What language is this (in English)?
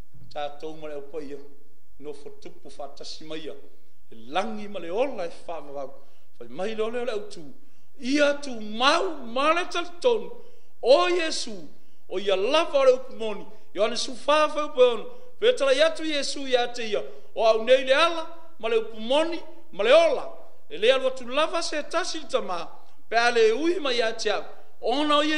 Samoan